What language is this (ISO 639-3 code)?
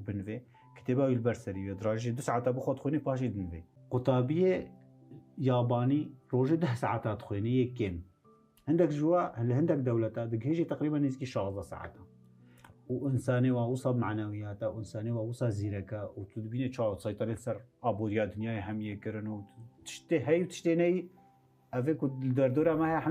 kur